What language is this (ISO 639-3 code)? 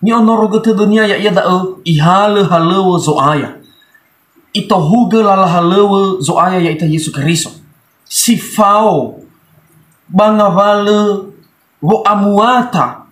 nia